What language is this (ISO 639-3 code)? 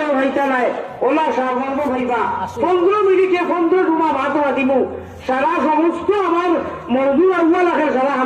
syl